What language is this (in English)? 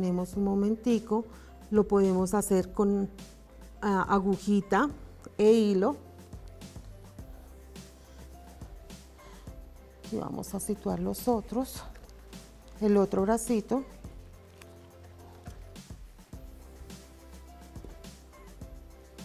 Spanish